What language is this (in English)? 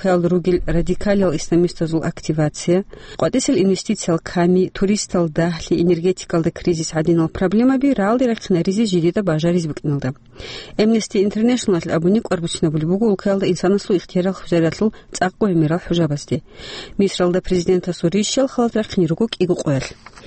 Avaric